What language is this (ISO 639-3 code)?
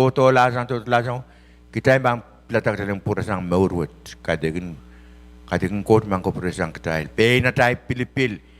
pon